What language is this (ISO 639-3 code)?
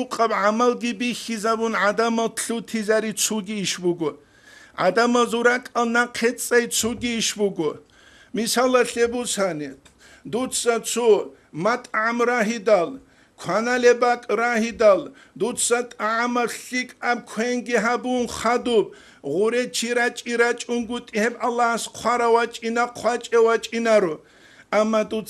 ava